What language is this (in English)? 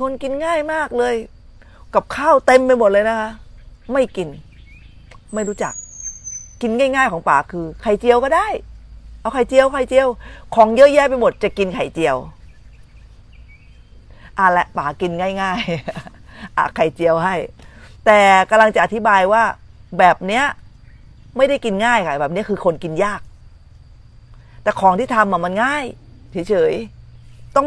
Thai